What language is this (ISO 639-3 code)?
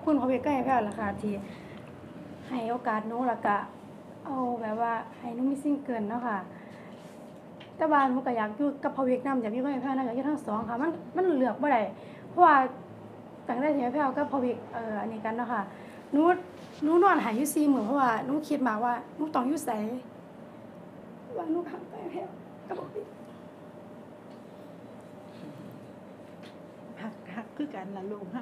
tha